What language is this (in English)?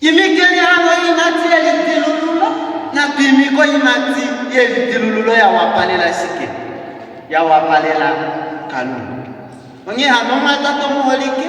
Kuanyama